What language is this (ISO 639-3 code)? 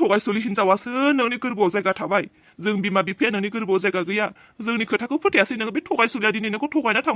brx